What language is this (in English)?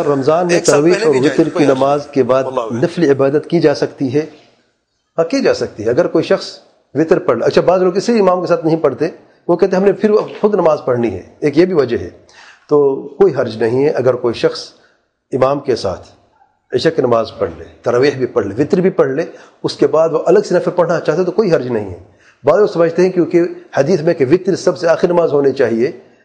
Urdu